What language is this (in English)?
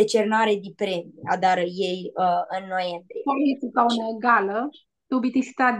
Aromanian